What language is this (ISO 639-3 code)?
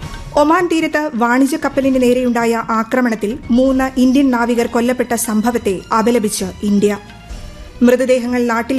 mal